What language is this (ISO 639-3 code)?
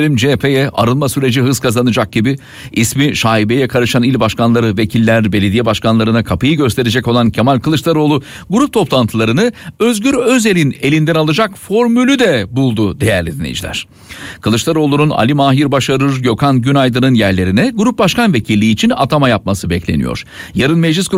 tur